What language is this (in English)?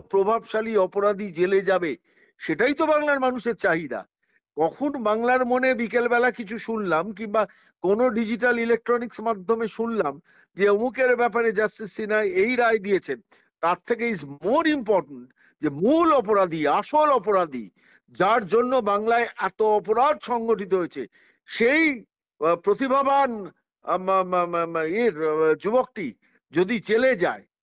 Bangla